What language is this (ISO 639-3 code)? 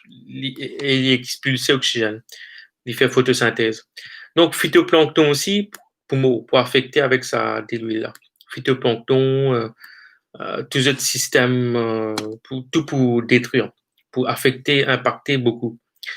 mfe